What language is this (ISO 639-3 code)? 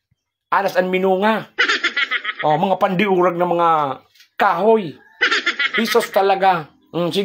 bik